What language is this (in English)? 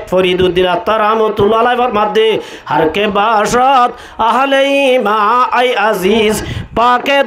Rohingya